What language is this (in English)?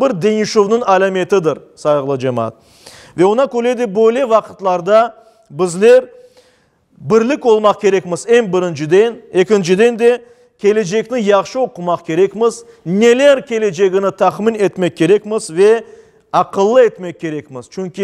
Crimean Tatar